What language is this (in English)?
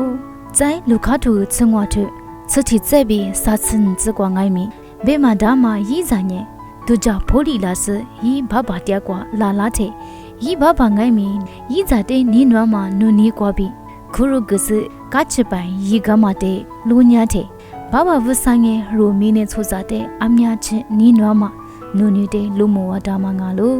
Lisu